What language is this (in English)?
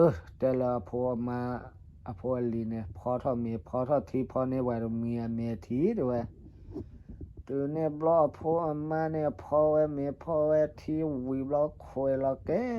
S'gaw Karen